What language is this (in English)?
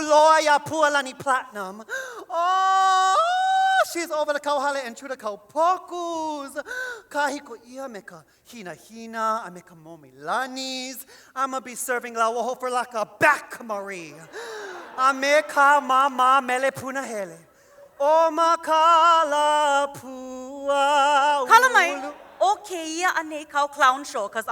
Hawaiian